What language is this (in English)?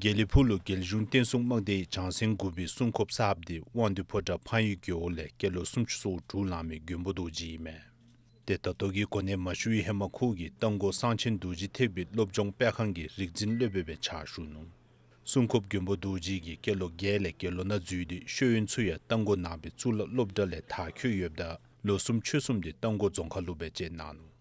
Dzongkha